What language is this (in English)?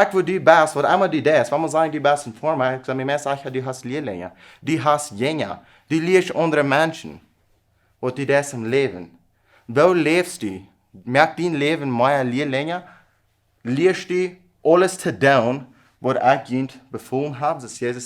Plautdietsch